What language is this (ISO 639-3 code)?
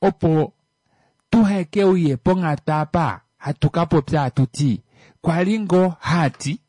kua